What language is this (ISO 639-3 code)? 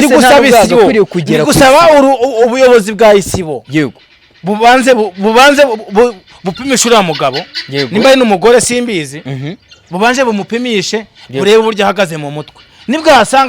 kin